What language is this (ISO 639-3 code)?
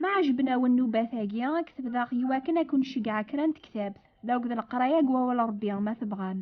kab